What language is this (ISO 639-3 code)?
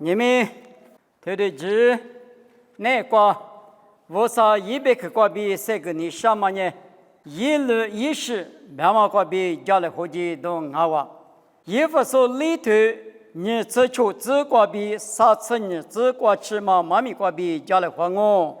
lis